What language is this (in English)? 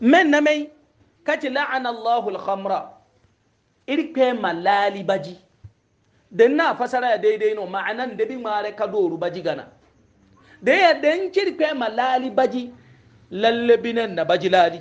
Hausa